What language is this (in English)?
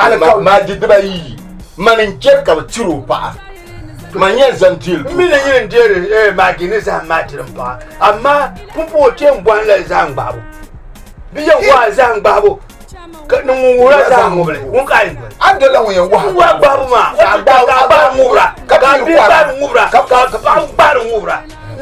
Dagbani